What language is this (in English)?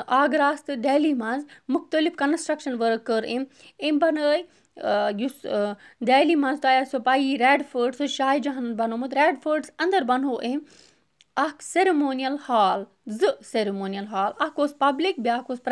Kashmiri